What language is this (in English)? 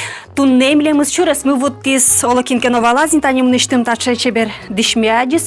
Udmurt